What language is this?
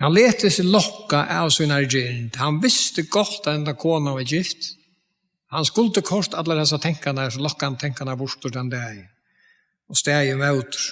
Faroese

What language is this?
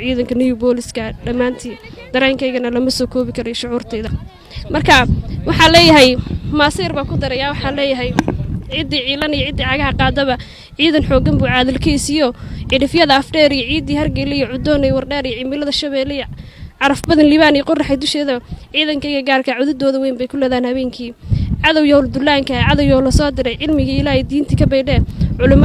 Somali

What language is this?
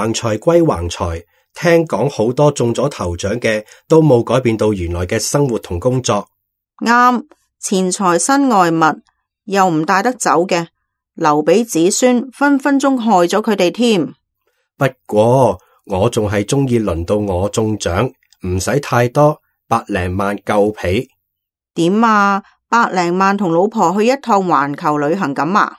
Cantonese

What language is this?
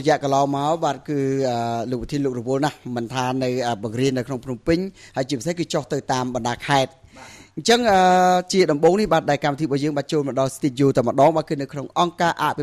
Khmer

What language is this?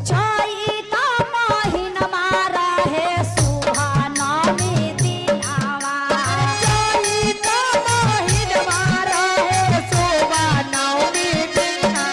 Magahi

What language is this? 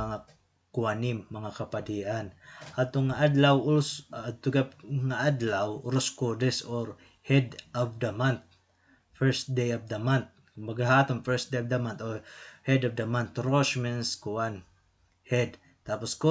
Waray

